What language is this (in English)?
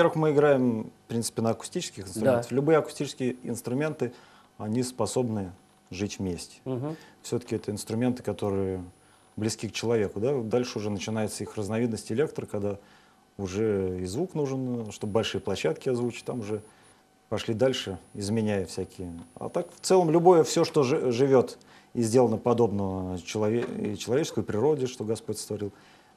Russian